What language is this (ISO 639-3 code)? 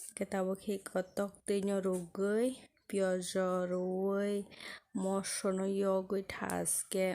trp